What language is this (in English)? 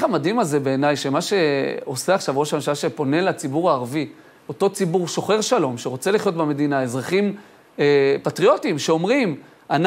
Hebrew